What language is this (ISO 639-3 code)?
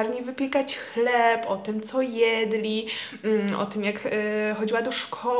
pol